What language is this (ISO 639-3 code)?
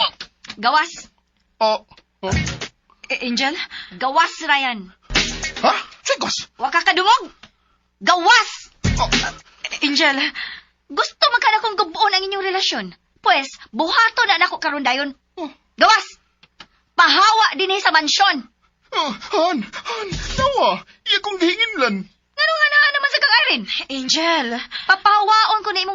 ceb